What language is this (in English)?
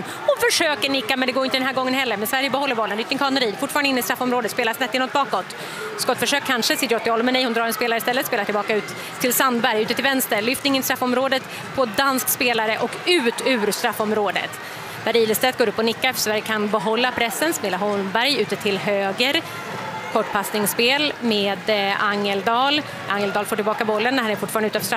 Swedish